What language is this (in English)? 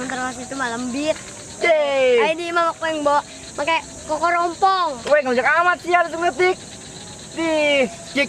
Sundanese